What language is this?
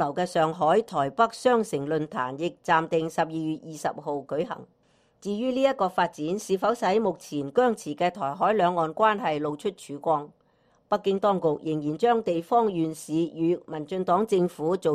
Cantonese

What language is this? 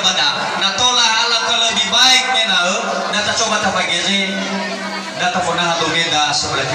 Nias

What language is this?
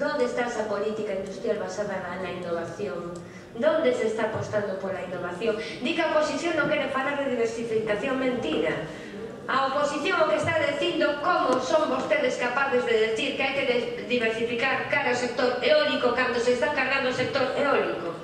Galician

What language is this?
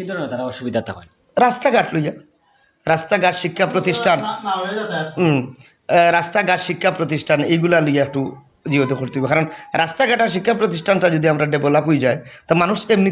Sylheti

